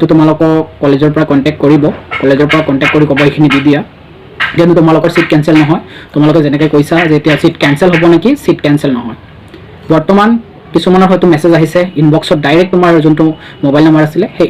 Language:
Assamese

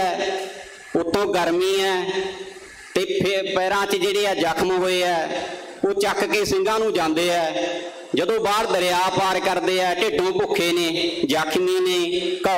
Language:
Punjabi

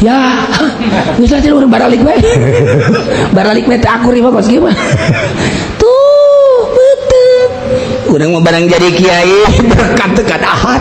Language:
Sundanese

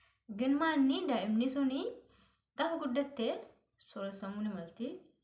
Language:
Oromo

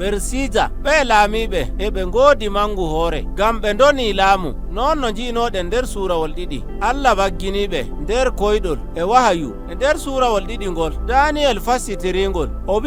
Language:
Nigerian Fulfulde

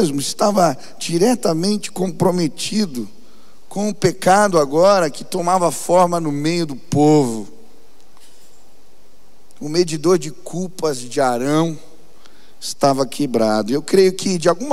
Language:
Portuguese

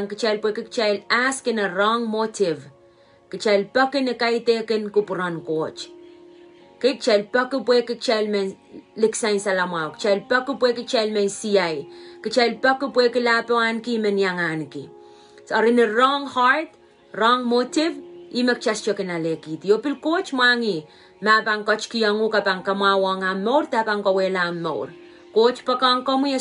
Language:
Pohnpeian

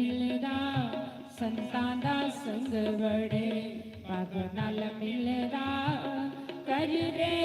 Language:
Dogri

